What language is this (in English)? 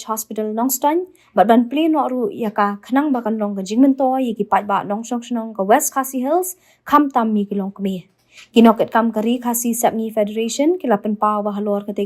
Khasi